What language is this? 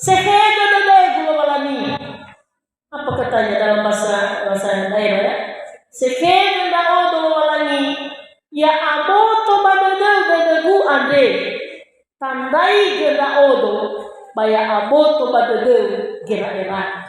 Nias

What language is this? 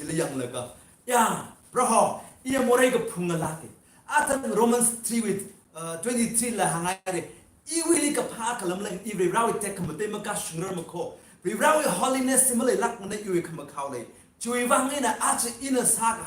Tangkhul Naga (India)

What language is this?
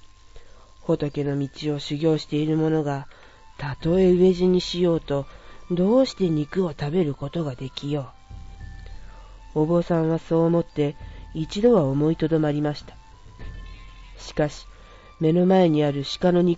Japanese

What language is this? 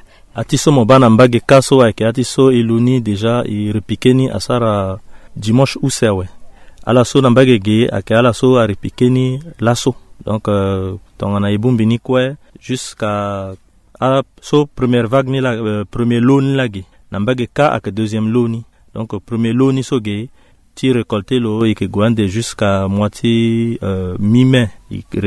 Sango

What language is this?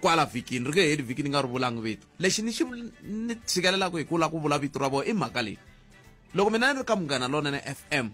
Tsonga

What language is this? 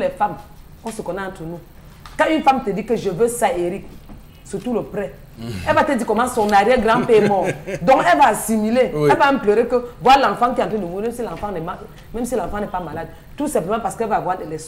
French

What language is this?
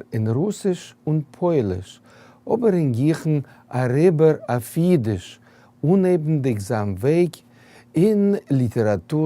Yiddish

